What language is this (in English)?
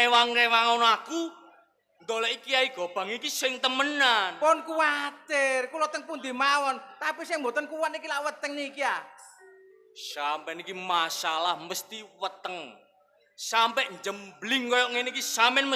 Javanese